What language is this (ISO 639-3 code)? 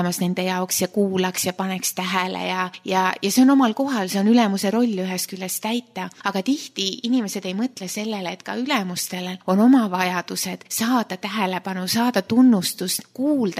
est